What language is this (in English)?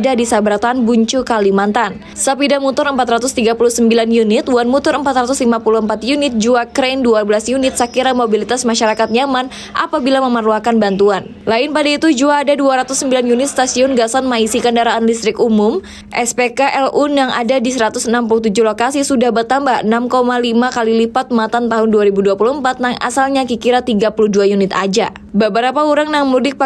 Banjar